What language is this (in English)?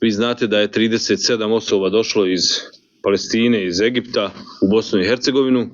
Bosnian